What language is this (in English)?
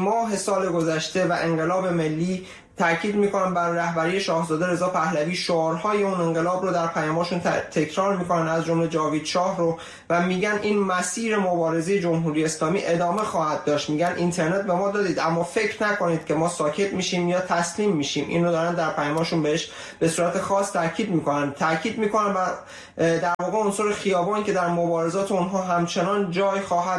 Persian